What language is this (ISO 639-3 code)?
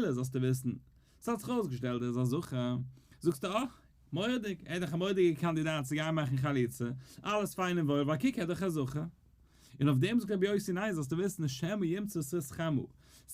yid